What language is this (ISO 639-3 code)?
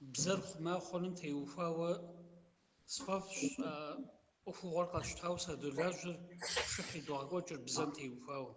kbd